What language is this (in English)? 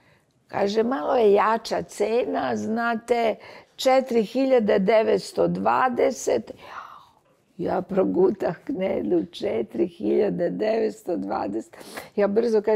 Serbian